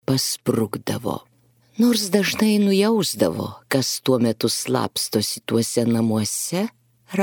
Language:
Lithuanian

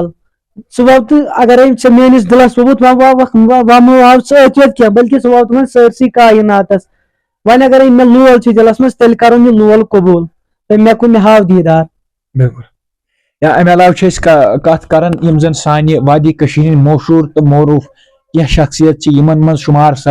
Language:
Kashmiri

